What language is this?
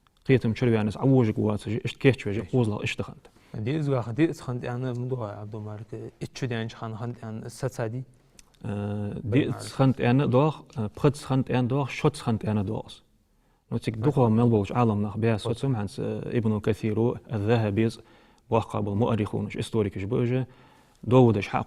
Ingush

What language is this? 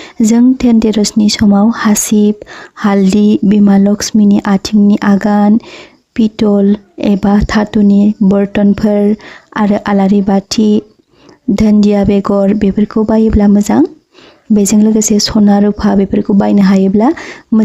Bodo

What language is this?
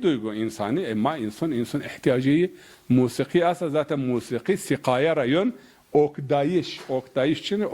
Zaza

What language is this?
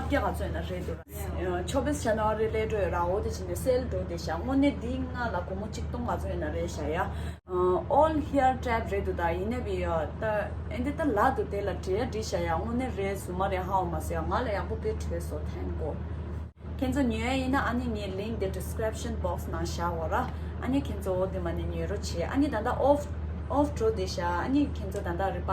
Tibetan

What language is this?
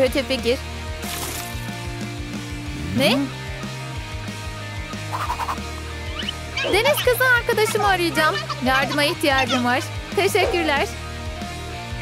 Turkish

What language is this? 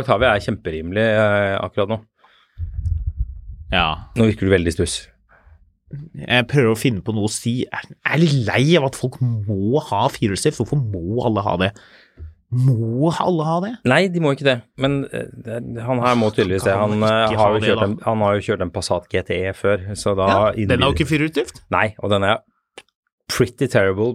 Norwegian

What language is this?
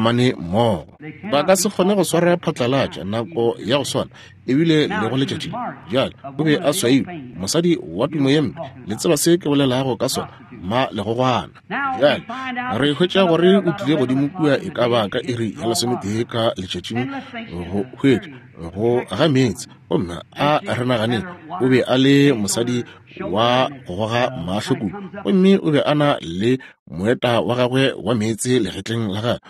Northern Sotho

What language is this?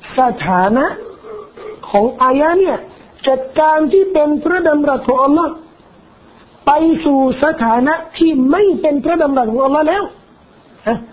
Thai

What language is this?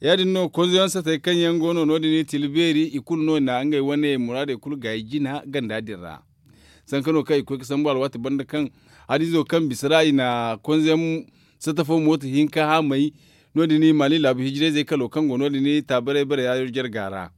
Zarma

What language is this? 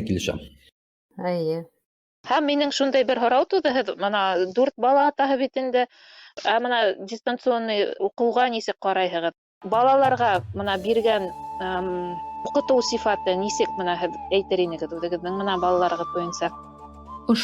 Bashkir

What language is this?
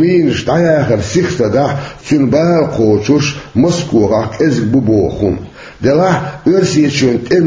Chechen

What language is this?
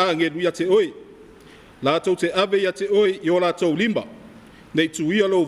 Samoan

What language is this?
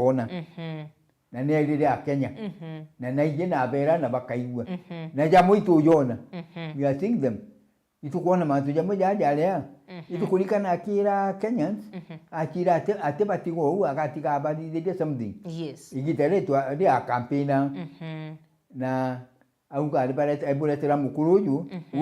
Meru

